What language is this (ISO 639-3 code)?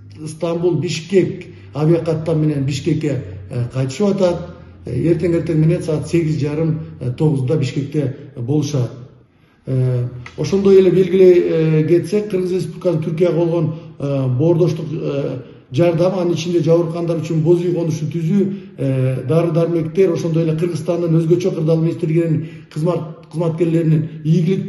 kir